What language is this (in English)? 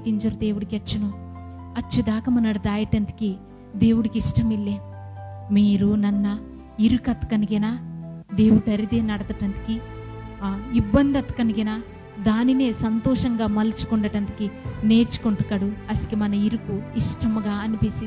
Koya